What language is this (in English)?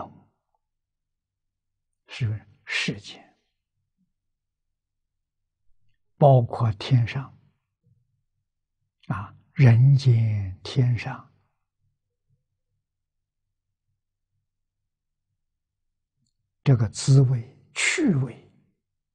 Chinese